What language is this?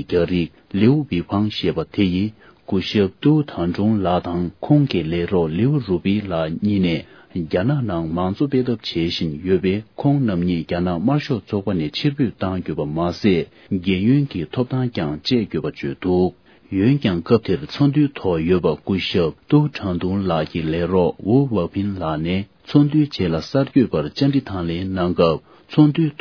Tibetan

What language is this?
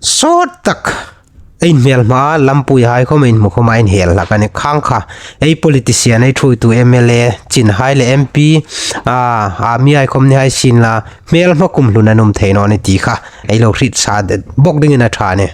Hmar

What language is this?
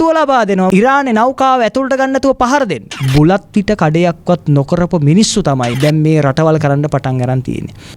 Sinhala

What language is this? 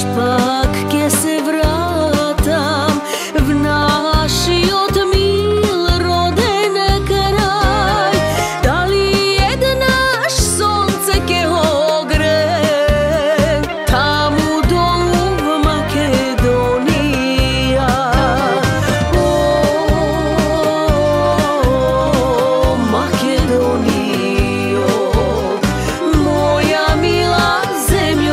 Macedonian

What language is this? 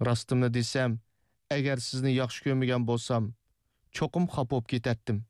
Uyghur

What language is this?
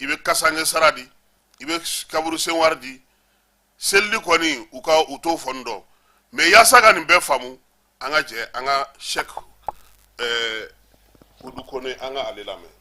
Bambara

